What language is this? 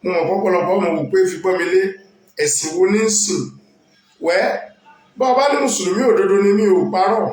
Yoruba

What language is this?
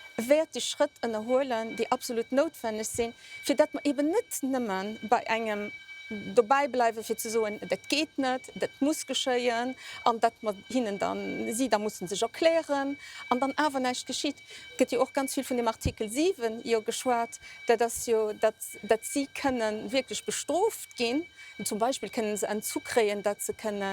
Luxembourgish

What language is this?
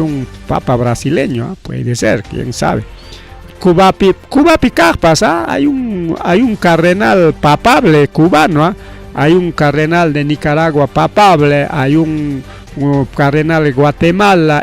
Ayacucho Quechua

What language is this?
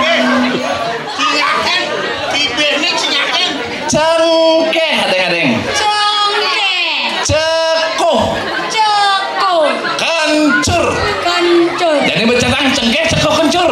Balinese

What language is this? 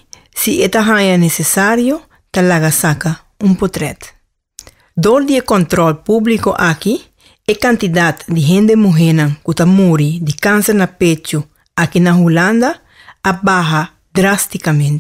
Papiamento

